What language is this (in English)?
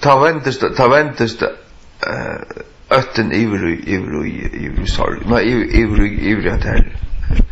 Faroese